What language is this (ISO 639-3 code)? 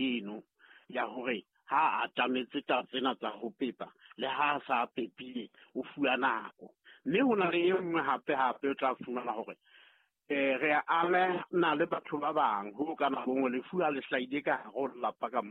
sot